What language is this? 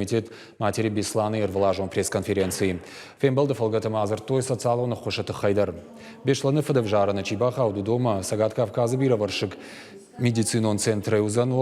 Ossetic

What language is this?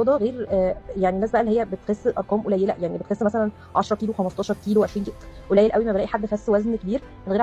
Egyptian Arabic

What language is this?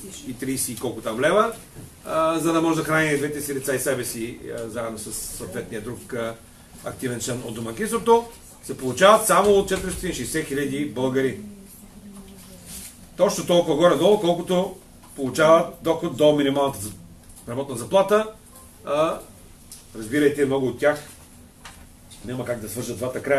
Bulgarian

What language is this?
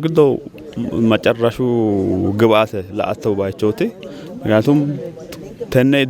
Sidamo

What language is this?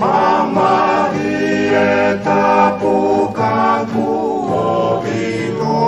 Tongan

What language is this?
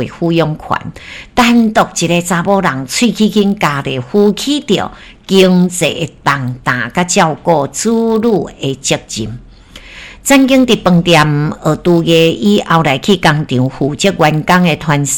Min Nan Chinese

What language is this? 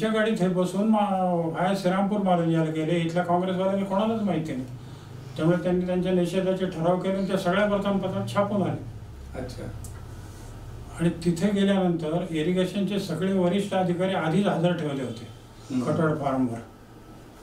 Marathi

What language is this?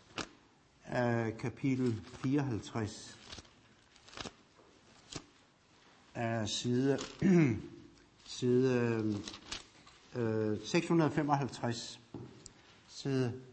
Danish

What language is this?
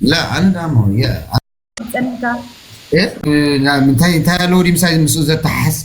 Tigrinya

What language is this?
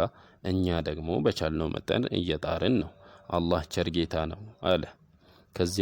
Amharic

